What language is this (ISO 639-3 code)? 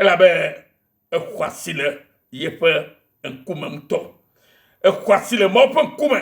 ewe